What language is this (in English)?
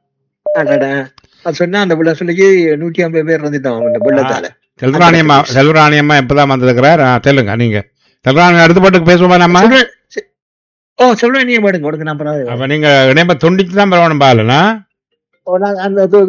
Tamil